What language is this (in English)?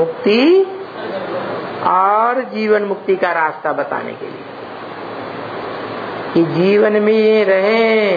Hindi